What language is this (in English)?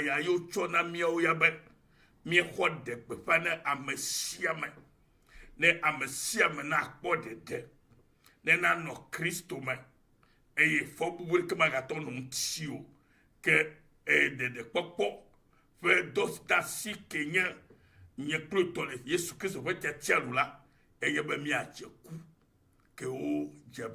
Ewe